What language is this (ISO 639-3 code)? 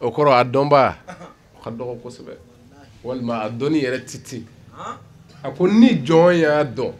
bam